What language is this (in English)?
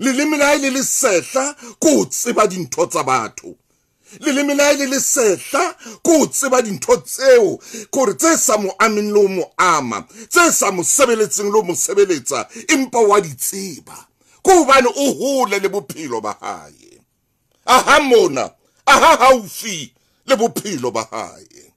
Southern Sotho